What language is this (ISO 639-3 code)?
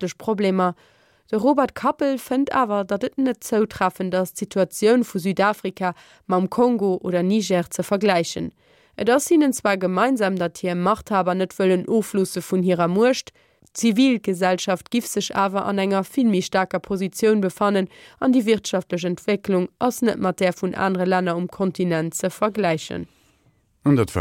ltz